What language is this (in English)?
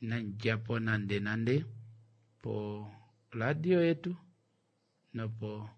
Kuanyama